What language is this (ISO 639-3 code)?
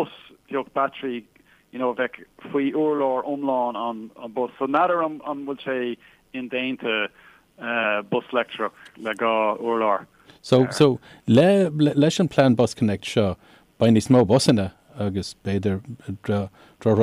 gle